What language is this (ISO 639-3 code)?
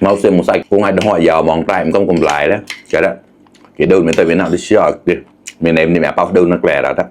mnw